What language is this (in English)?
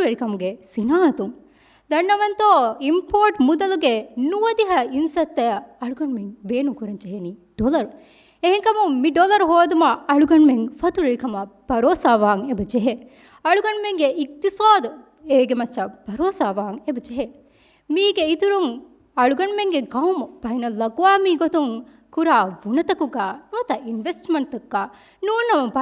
Divehi